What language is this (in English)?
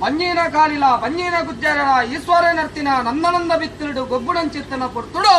Tulu